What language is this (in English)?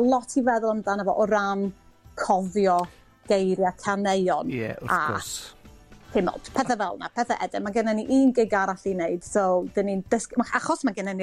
Welsh